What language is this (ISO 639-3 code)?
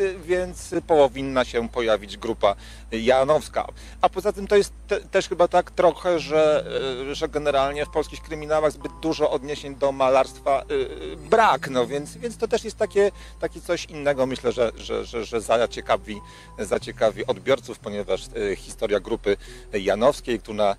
pol